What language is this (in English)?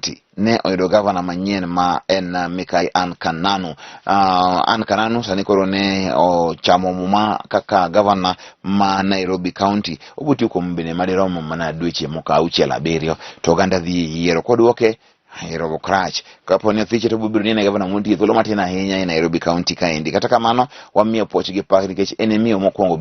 Luo (Kenya and Tanzania)